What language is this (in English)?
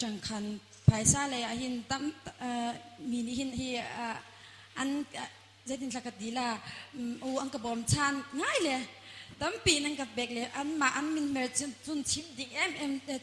Hakha Chin